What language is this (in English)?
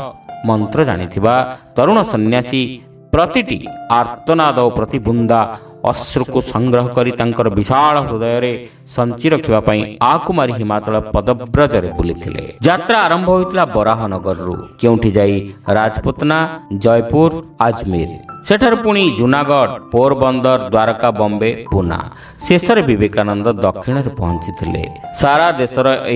Odia